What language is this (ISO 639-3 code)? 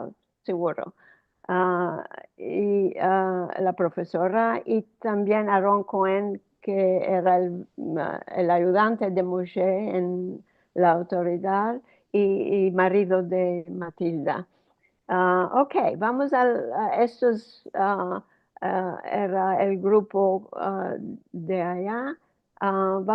lad